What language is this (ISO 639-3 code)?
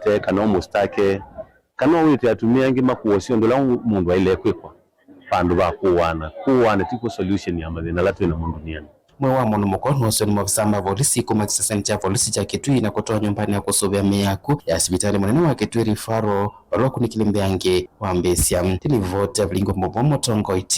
kam